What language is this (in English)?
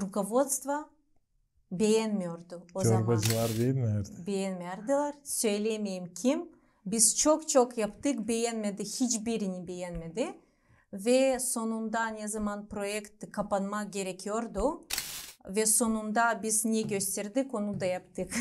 Gagauz